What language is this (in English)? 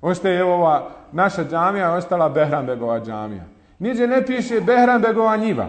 Bosnian